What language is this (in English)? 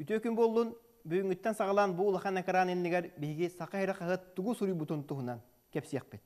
Yakut